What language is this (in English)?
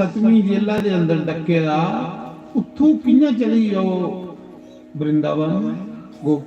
Dogri